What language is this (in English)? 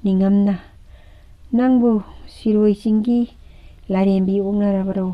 Manipuri